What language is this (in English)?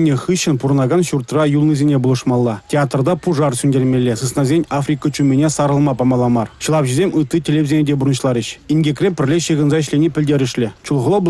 Chuvash